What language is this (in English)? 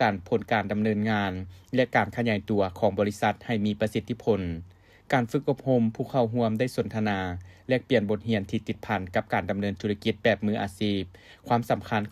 Lao